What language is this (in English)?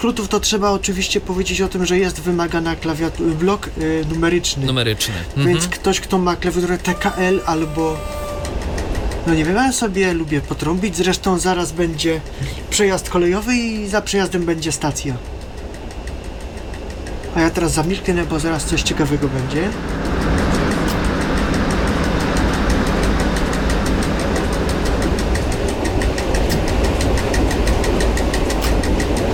Polish